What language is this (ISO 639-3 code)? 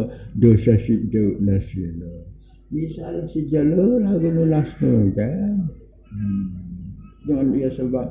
sas